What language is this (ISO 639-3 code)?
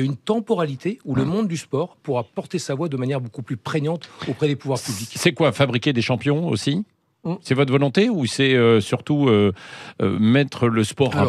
fra